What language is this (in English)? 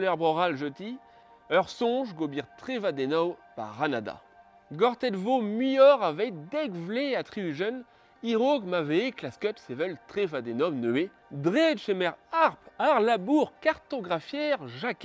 Breton